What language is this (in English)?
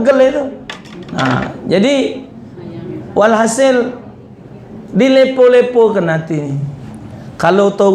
Musi